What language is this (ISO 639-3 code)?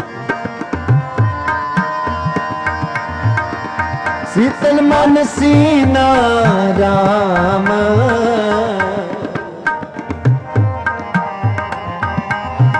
hin